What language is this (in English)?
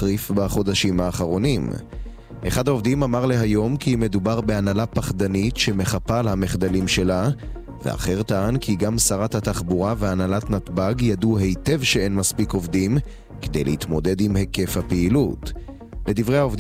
Hebrew